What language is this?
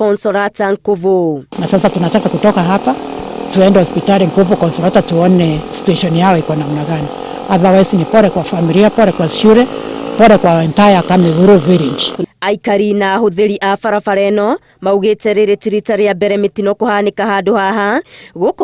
Kikuyu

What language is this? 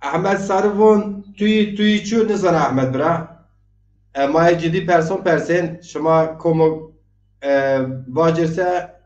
Zaza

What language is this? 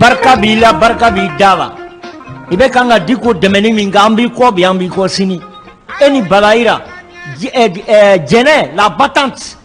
Bambara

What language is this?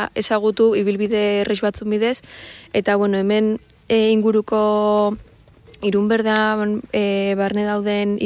Basque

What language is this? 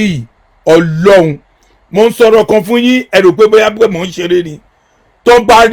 Yoruba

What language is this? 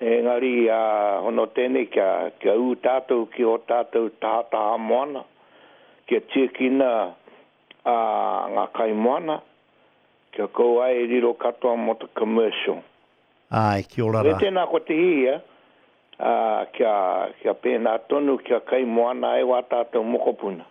Māori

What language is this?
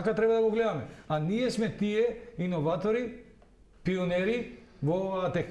Macedonian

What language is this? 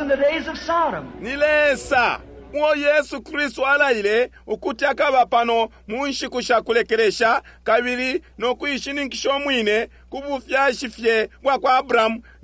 Bemba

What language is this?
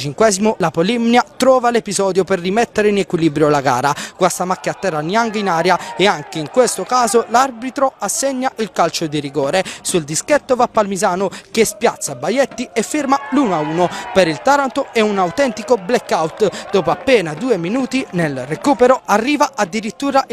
Italian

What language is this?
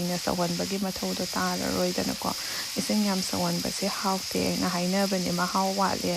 Manipuri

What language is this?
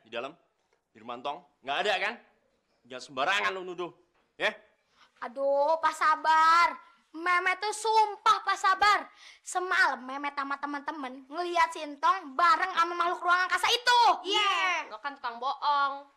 Betawi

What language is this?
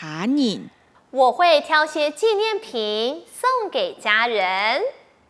Hakka Chinese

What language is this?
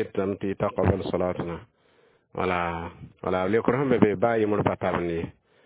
Mossi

